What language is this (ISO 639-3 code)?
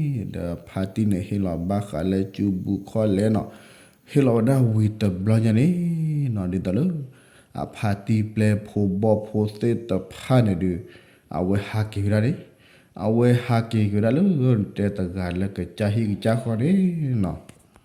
ksw